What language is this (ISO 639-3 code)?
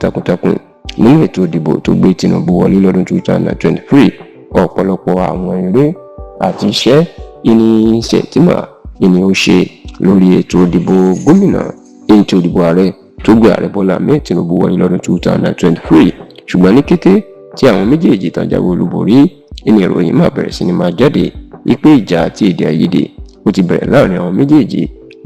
yor